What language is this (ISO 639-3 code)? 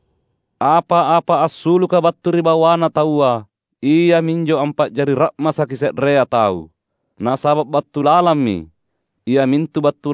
mak